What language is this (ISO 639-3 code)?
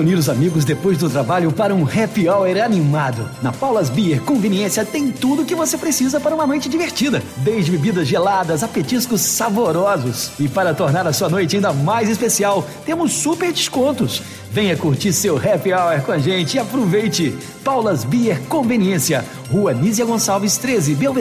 por